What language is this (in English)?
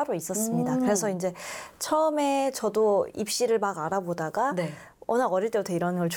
Korean